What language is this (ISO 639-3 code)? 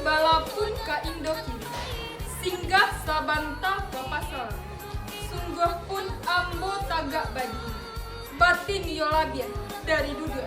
min